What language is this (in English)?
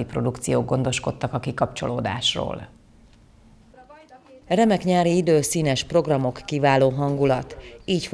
Hungarian